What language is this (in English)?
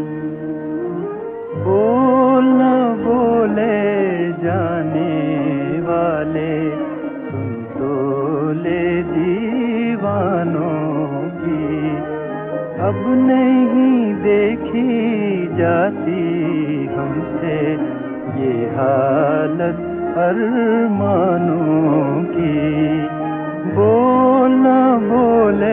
Hindi